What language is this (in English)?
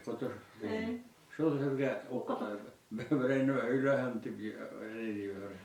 Bashkir